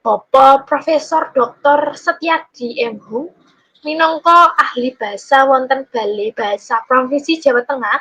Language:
Javanese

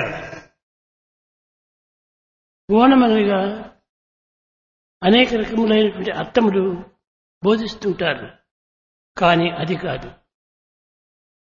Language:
Telugu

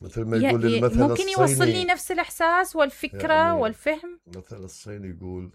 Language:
Mesopotamian Arabic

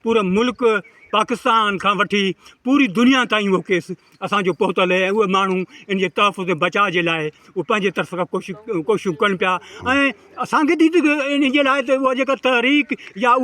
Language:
Sindhi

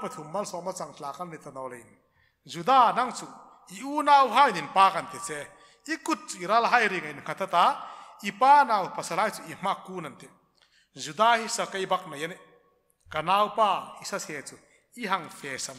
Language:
Hmar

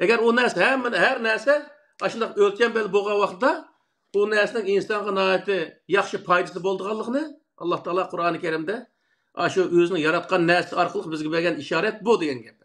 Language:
Uyghur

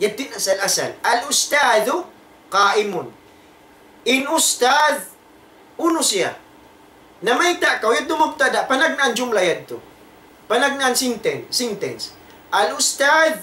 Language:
Tausug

